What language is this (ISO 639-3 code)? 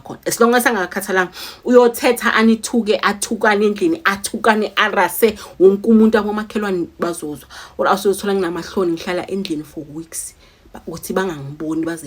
zul